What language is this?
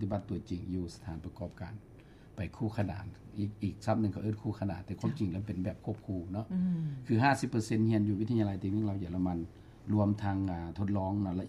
Lao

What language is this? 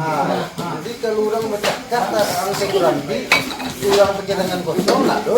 Minangkabau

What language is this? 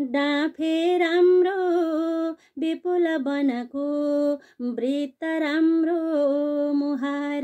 Nepali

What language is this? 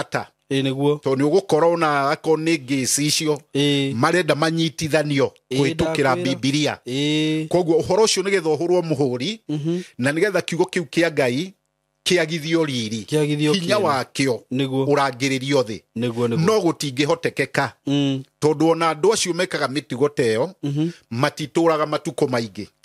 Kikuyu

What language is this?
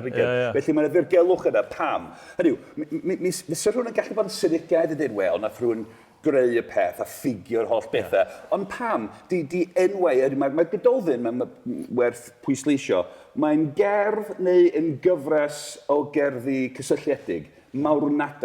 Welsh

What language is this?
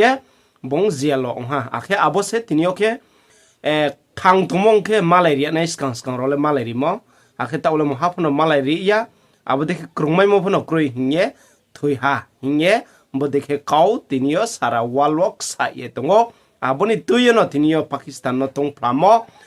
Riang (India)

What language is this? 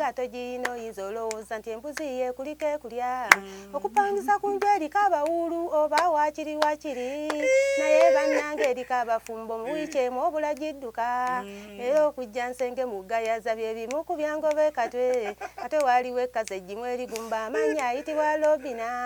Ganda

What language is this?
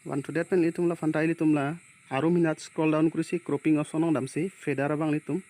Karbi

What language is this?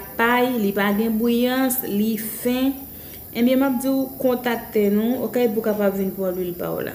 Haitian Creole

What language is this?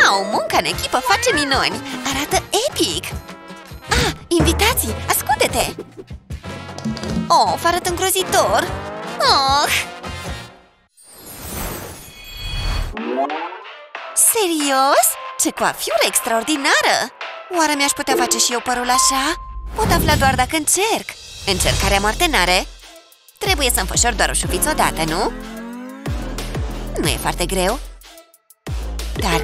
Romanian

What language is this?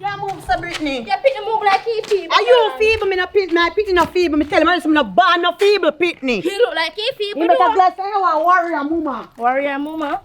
Jamaican Creole English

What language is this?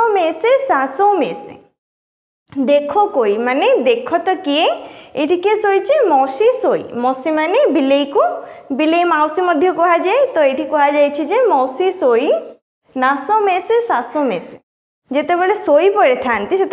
Odia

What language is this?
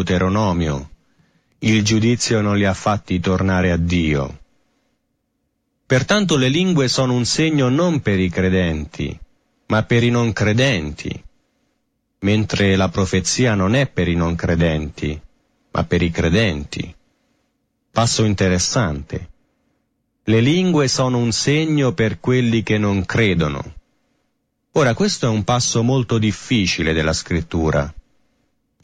Italian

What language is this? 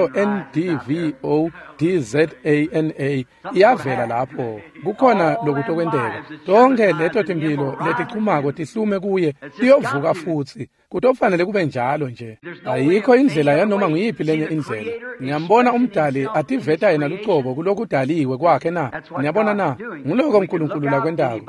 Swati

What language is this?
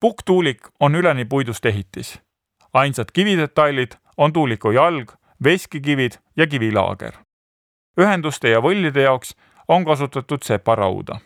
Estonian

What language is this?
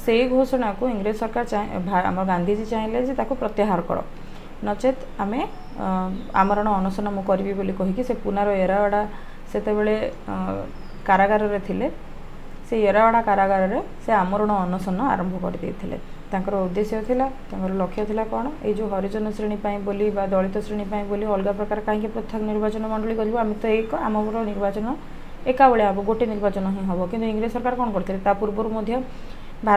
Odia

